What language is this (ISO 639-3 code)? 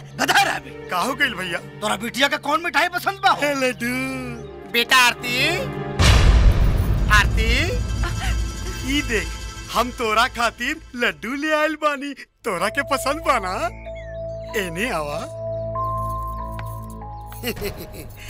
bho